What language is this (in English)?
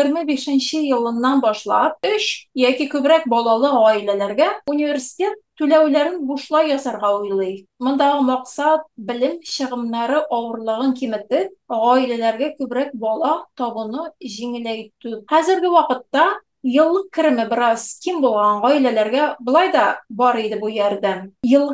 Tatar